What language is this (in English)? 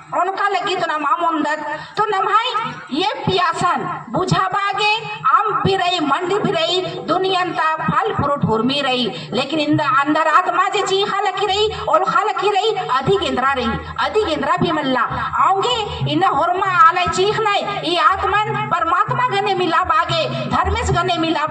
Kurukh